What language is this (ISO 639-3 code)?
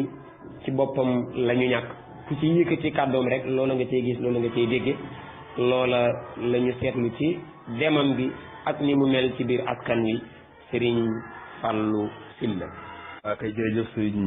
wol